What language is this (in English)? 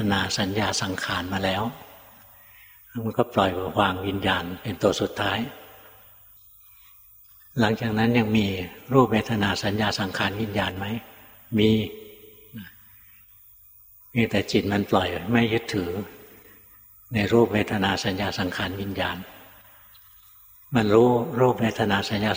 Thai